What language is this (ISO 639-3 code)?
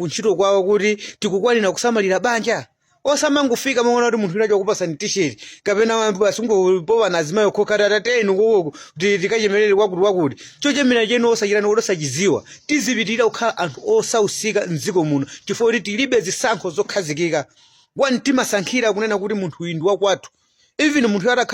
nya